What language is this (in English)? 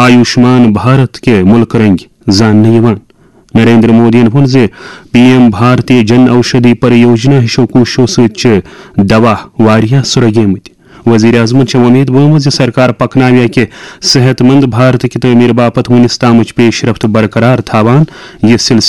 Kashmiri